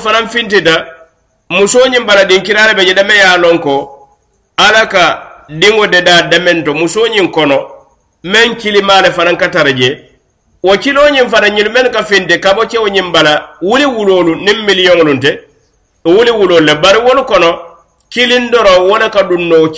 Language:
Mandingo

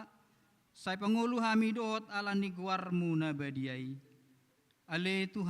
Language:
Batak Toba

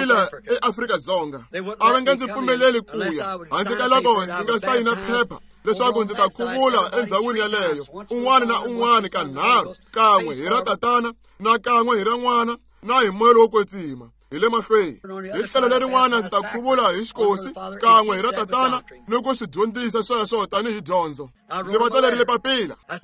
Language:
Tsonga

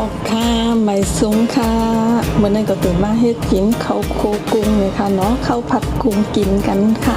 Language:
Shan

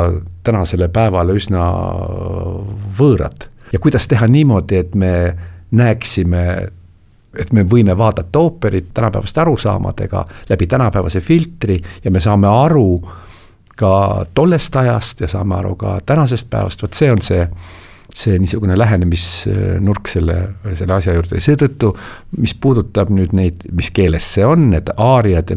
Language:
Estonian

